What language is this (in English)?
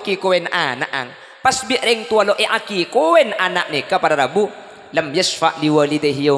Madurese